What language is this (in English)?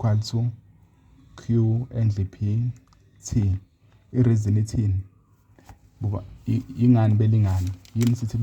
Zulu